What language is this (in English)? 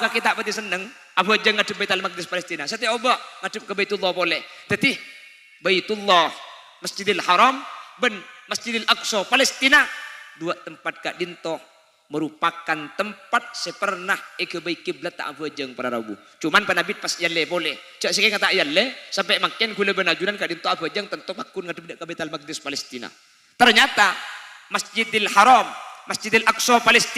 Madurese